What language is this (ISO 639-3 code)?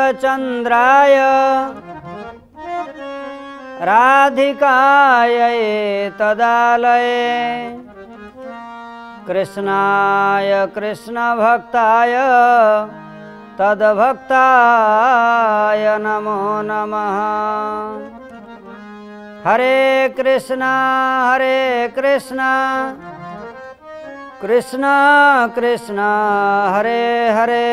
ori